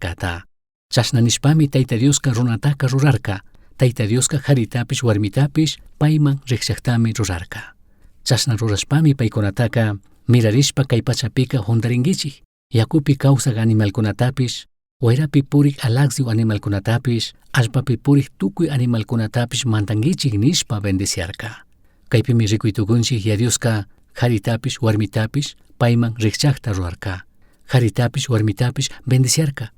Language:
Chimborazo Highland Quichua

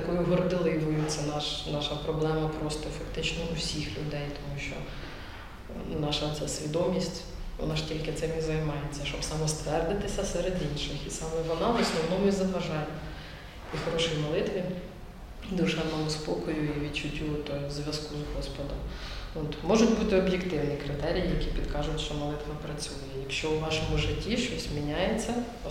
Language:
Ukrainian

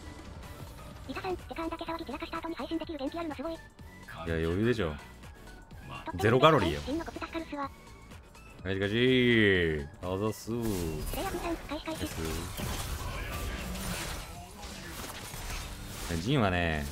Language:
Japanese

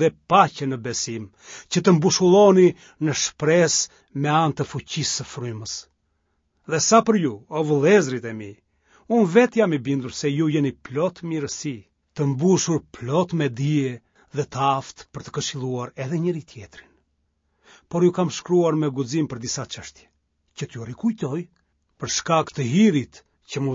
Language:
Albanian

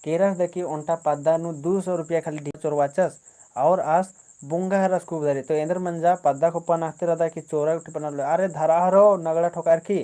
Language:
Kurukh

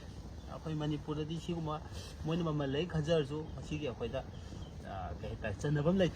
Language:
Manipuri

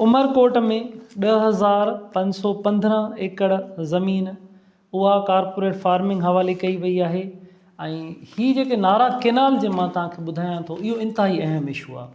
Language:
Sindhi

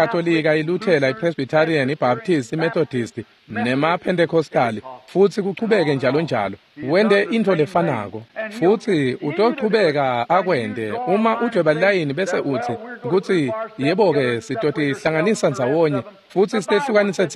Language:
Swati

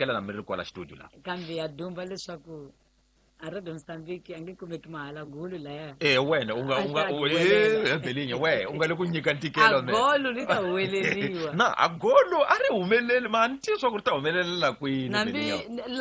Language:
Tsonga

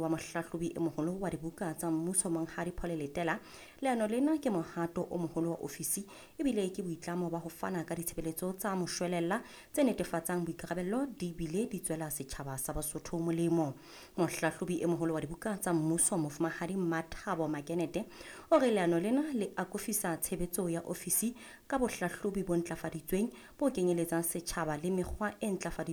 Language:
Southern Sotho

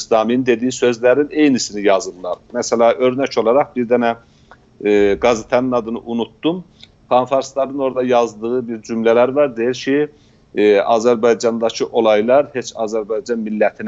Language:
South Azerbaijani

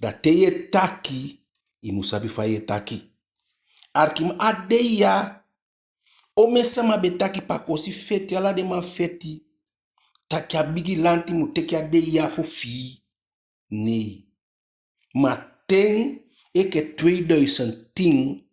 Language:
Eastern Maroon Creole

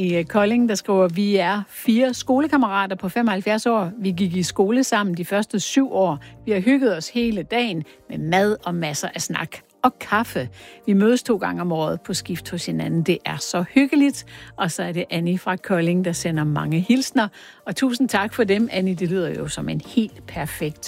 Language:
Danish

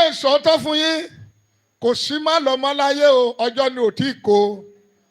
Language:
Yoruba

